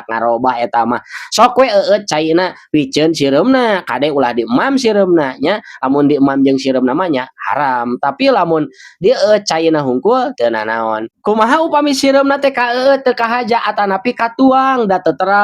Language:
Sundanese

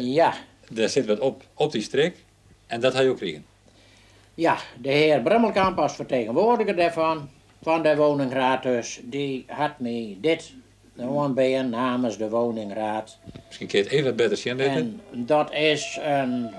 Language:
Western Frisian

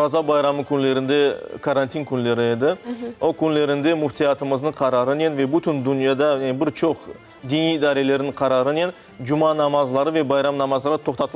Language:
Crimean Tatar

